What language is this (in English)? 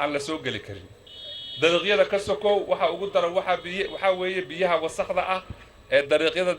Somali